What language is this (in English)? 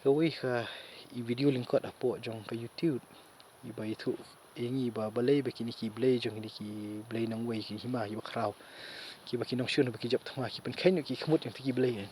Khasi